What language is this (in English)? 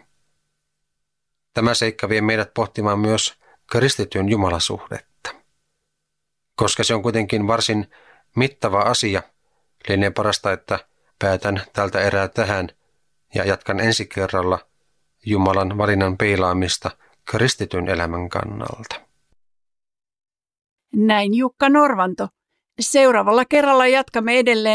Finnish